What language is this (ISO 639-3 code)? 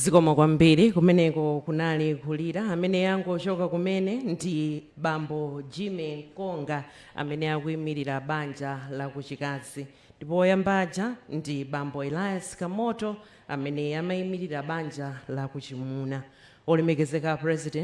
nya